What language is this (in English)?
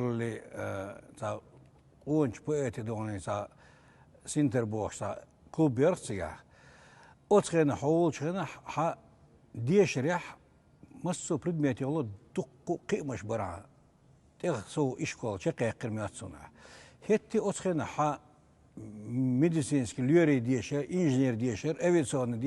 Chechen